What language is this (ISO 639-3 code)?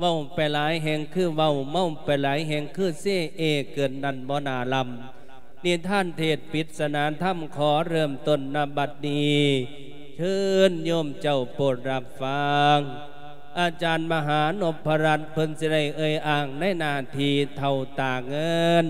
lao